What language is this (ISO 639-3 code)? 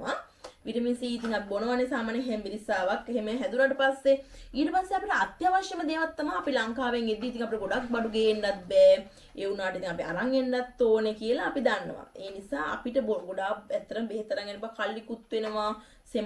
sin